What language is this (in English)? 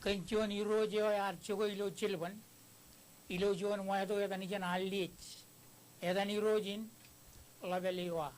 Marshallese